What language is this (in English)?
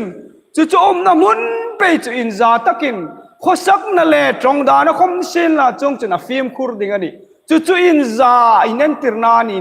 Hmar